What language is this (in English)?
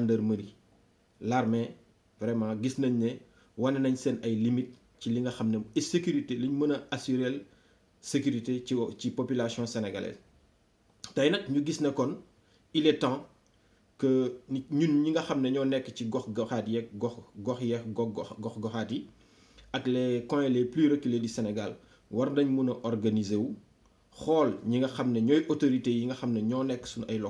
Wolof